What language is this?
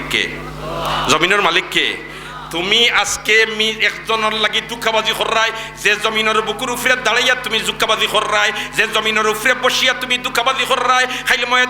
Sylheti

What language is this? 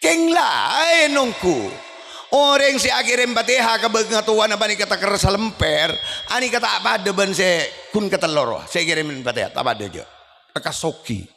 Madurese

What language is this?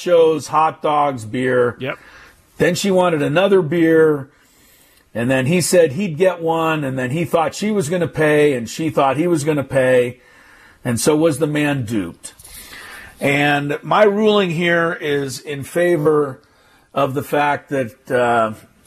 English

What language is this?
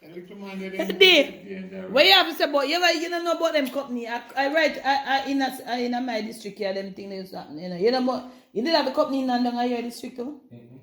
Jamaican Creole English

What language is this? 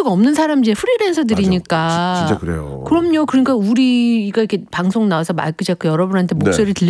Korean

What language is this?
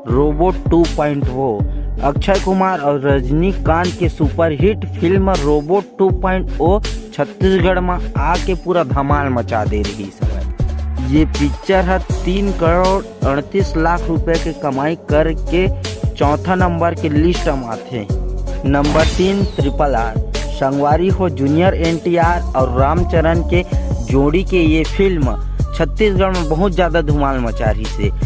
Chhattisgarhi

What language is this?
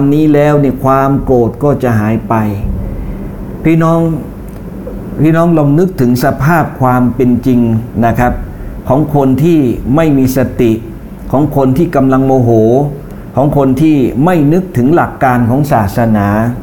Thai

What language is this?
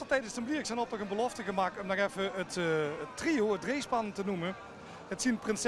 Limburgish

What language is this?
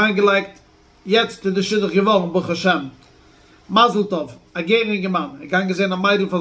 Yiddish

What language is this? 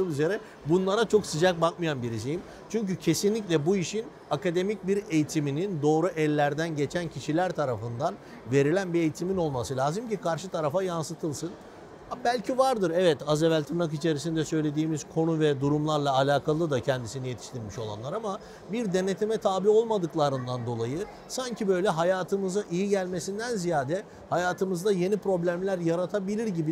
Turkish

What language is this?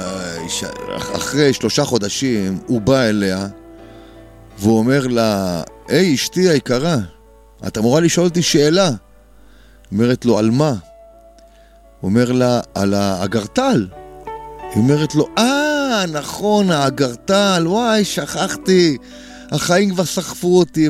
Hebrew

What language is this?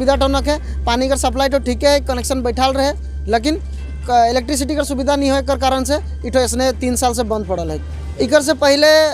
Sadri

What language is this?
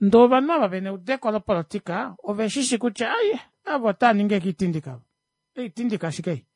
Kuanyama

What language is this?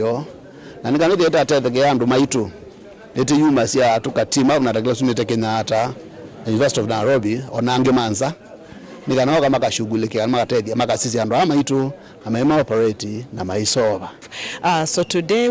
Kamba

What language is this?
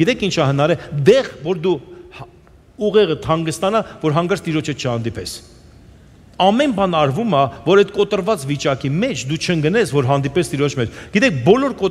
Armenian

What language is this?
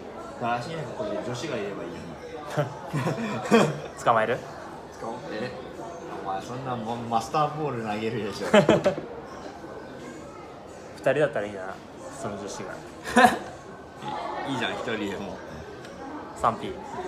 Japanese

